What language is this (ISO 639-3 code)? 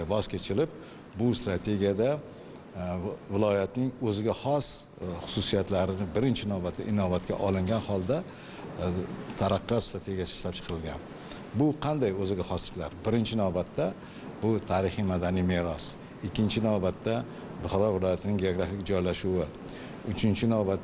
uzb